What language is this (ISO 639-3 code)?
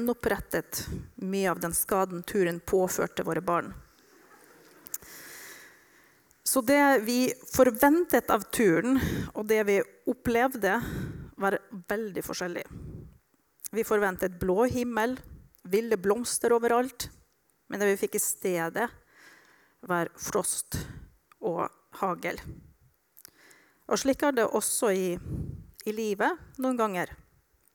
nor